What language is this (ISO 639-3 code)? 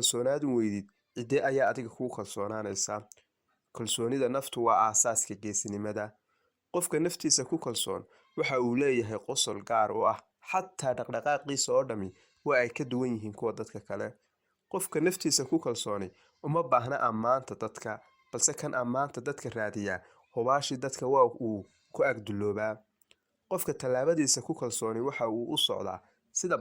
som